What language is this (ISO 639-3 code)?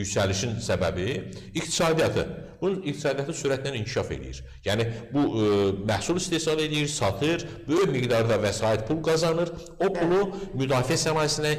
aze